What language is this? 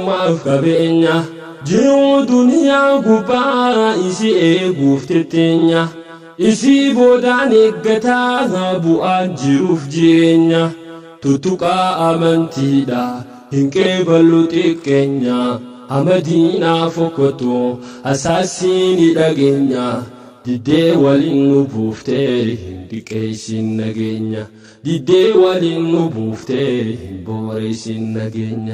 Oromo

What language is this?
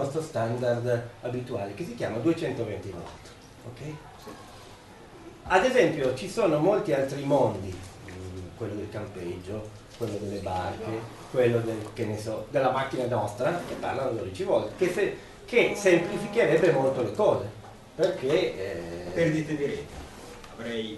Italian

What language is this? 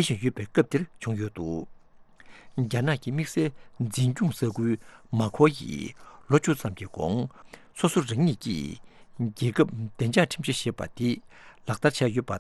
Tibetan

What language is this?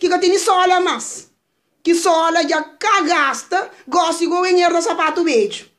Kabuverdianu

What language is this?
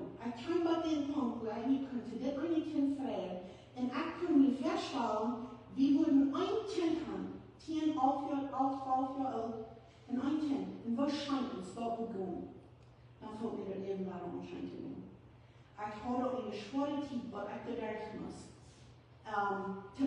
Plautdietsch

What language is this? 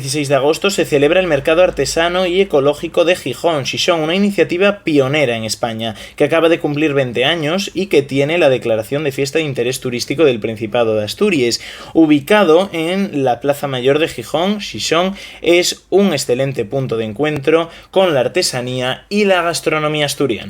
Asturian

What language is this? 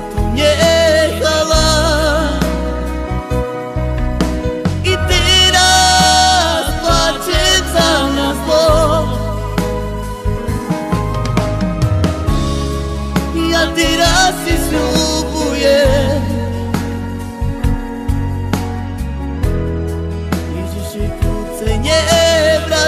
Slovak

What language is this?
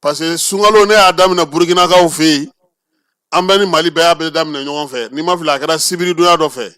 Bambara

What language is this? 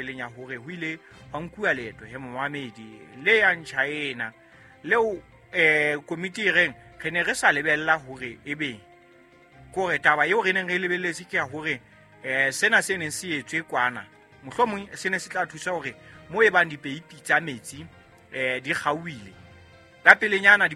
Southern Sotho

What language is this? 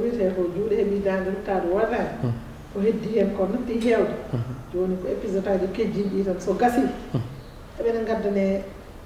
Fula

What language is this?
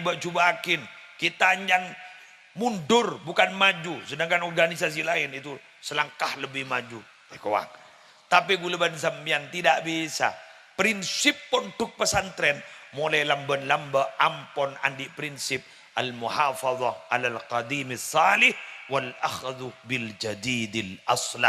Madurese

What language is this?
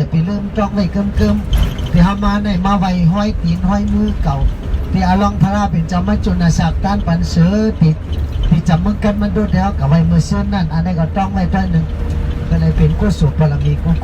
Shan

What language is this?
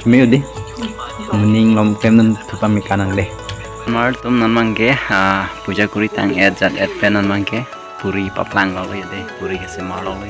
Karbi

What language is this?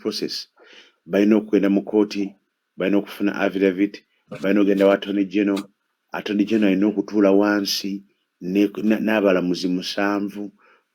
Ganda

